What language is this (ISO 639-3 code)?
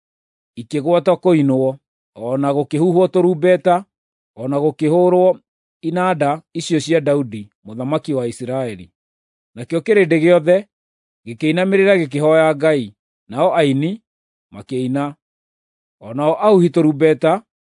kik